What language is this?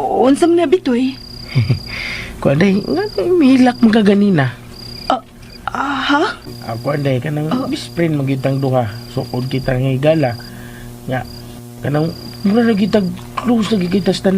Cebuano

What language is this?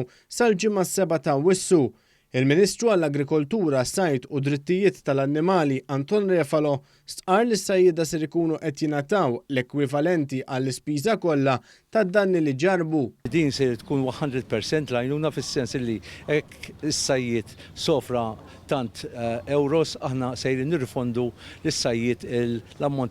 Maltese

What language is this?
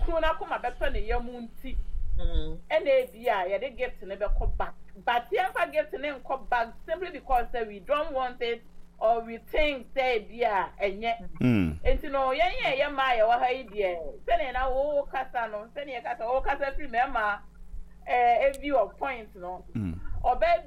Akan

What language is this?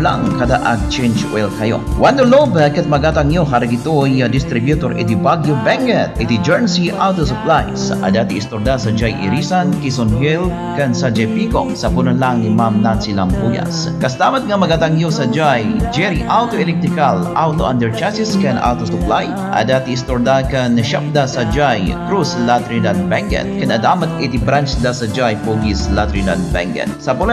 Iloko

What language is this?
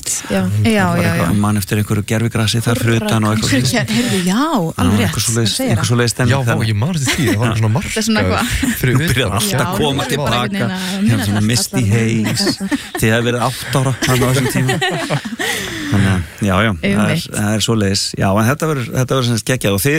Icelandic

